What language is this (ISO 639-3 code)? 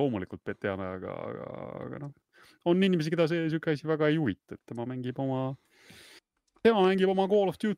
est